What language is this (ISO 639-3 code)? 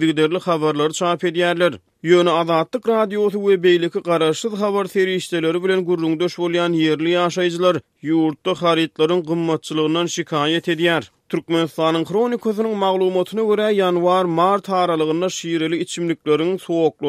tuk